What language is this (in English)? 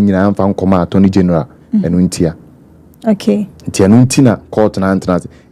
Akan